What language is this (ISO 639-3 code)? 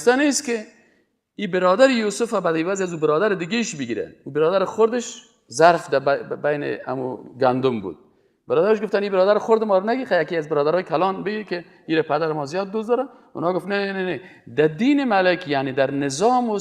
fas